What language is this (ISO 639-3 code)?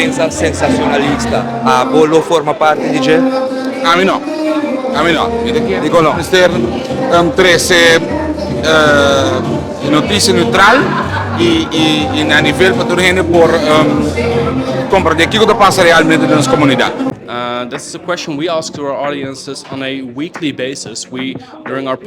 pap